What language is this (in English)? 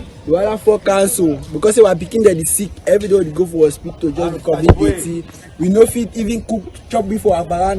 Cameroon Pidgin